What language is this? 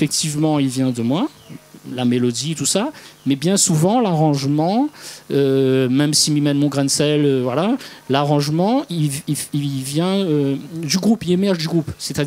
Réunion Creole French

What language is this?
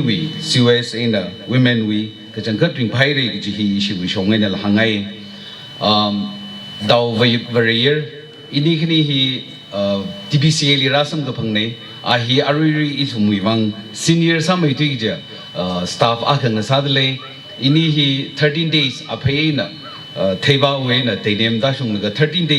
Tangkhul Naga (India)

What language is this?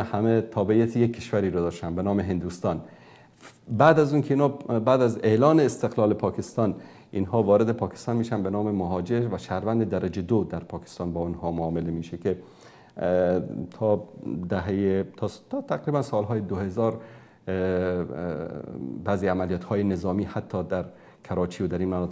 Persian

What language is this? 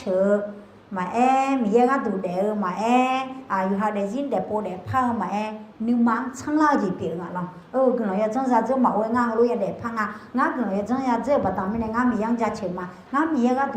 Akha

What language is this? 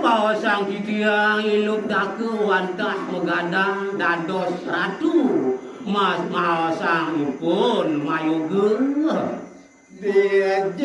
Balinese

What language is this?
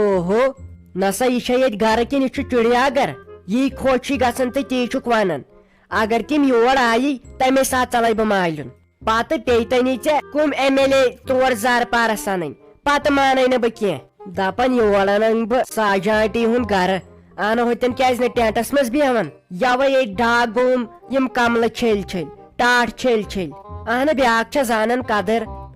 Kashmiri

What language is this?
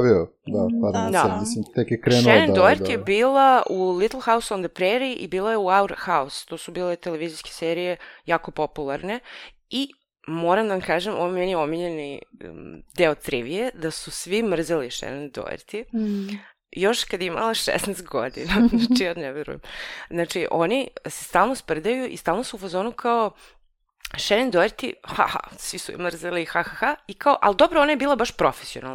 Serbian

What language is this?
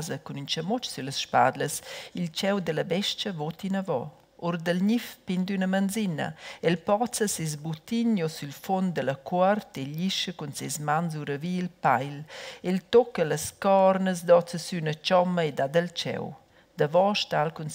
Romansh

